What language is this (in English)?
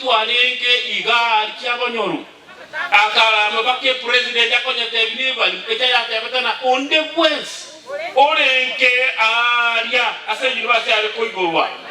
Gusii